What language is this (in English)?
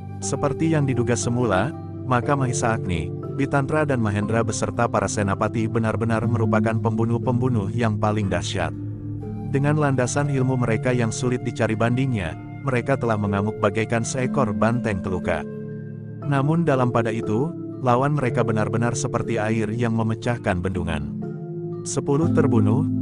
Indonesian